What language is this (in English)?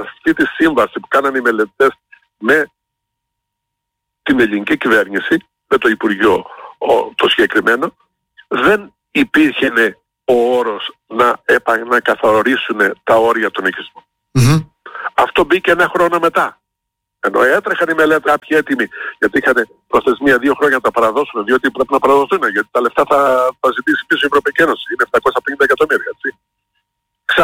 Greek